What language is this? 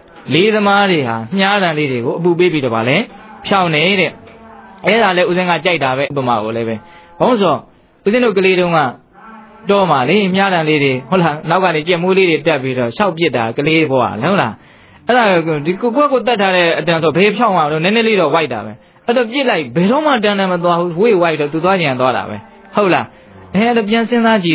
Burmese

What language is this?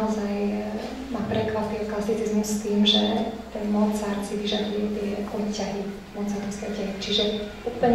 Slovak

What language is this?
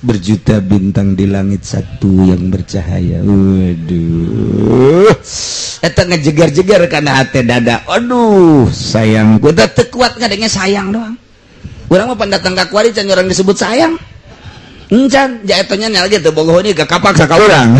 Sundanese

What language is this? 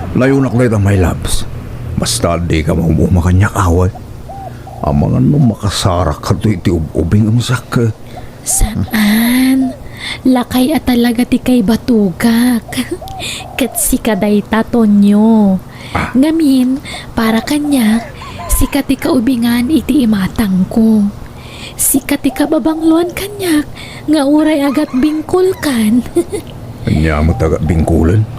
Iloko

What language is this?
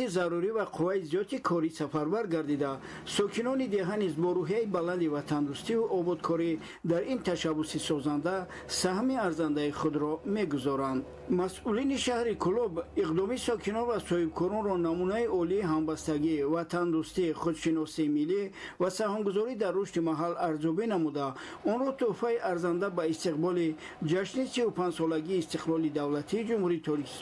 Tajik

